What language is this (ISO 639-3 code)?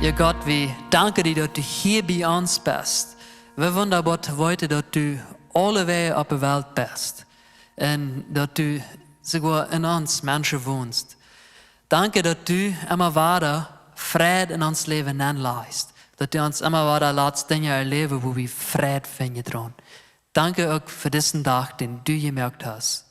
pdt